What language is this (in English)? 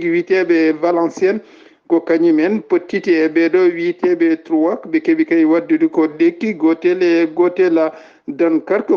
Fula